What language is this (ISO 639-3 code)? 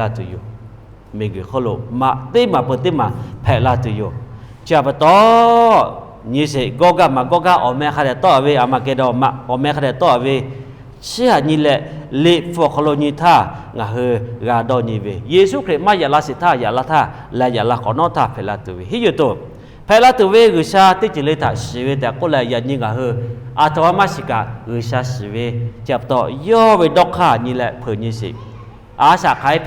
lhu